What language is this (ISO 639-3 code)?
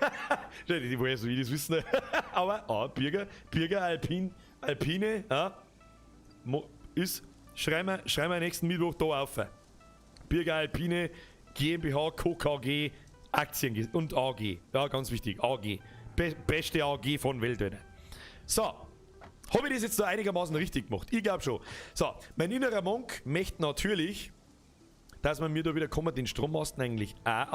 bar